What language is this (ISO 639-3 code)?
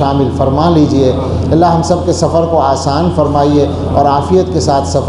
urd